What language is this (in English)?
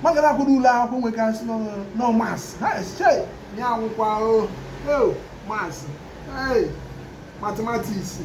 Igbo